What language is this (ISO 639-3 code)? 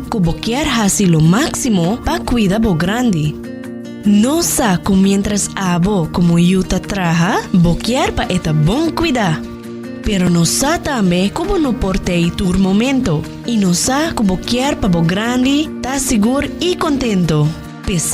pap